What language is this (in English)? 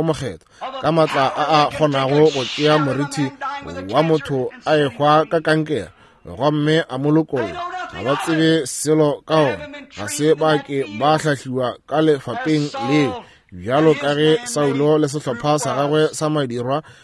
Northern Sotho